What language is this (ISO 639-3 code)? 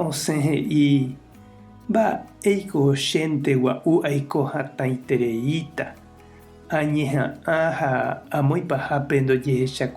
grn